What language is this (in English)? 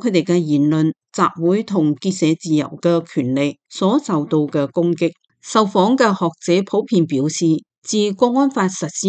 Cantonese